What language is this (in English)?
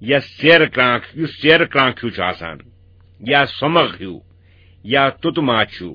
Kashmiri